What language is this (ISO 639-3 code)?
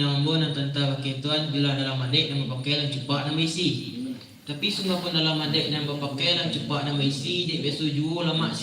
min